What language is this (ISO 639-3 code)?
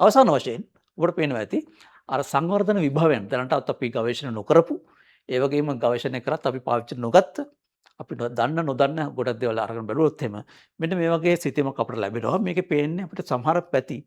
sin